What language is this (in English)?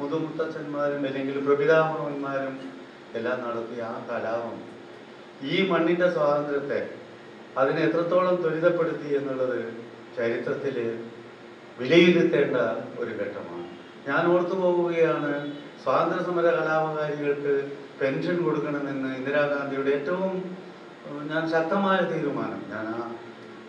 Malayalam